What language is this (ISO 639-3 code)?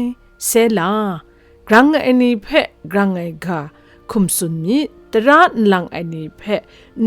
kac